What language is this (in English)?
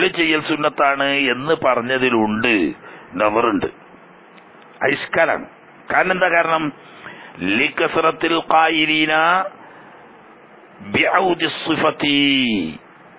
Malayalam